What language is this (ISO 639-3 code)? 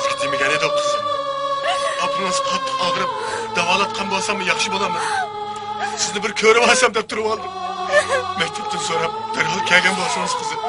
uig